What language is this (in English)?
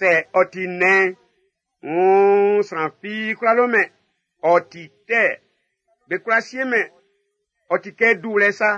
Baoulé